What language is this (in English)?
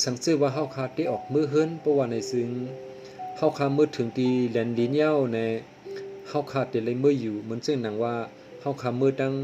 Shan